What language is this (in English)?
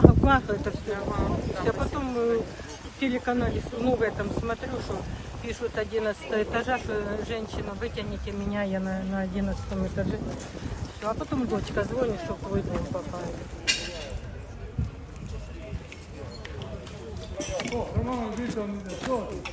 Ukrainian